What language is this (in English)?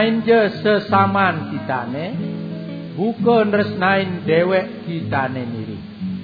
Balinese